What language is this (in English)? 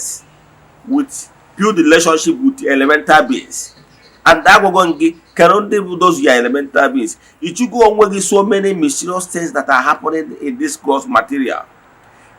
Igbo